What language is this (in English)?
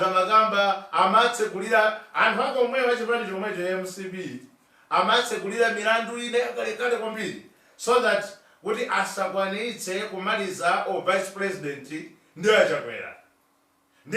Nyanja